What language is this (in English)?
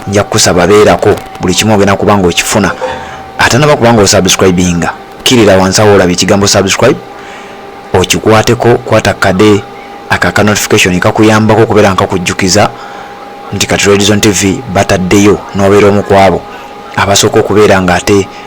Ganda